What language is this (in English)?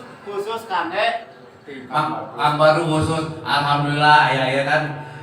Sundanese